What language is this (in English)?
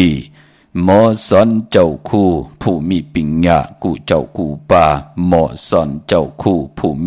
Shan